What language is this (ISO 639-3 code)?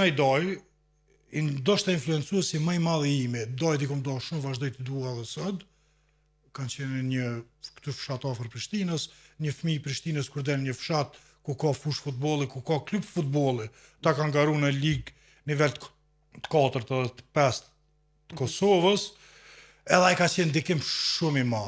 sqi